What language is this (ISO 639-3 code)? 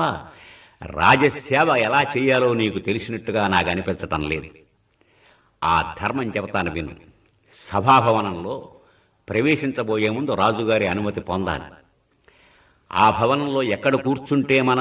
tel